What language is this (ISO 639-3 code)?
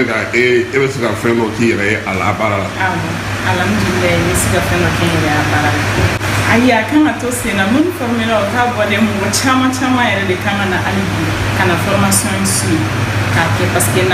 bam